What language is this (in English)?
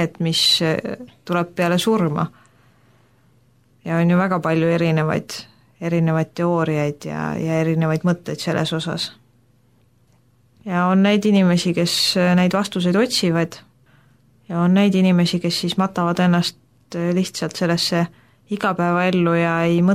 Estonian